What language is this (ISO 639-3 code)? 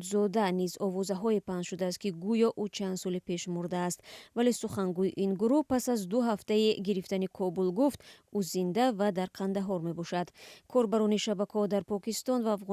tgk